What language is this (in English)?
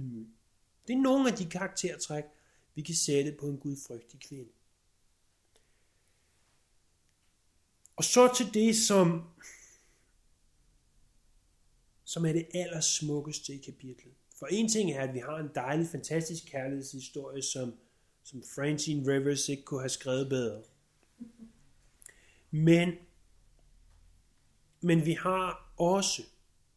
Danish